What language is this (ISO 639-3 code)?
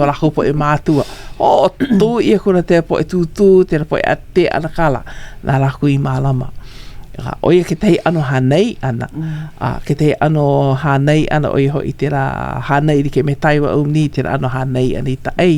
haw